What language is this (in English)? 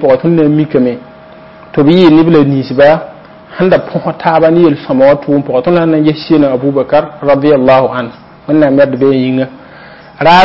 Mossi